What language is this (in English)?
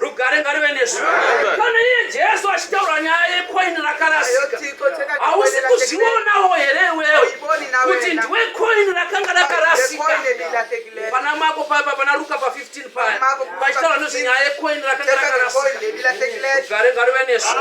Shona